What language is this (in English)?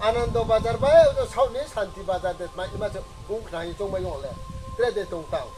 Riang (India)